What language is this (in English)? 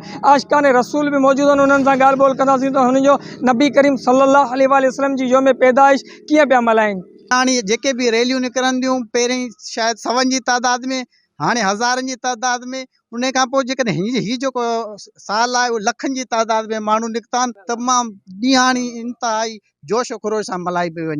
Sindhi